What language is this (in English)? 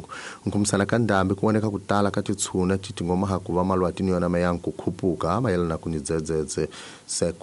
Tsonga